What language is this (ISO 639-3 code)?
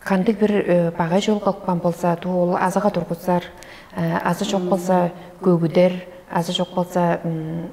tyv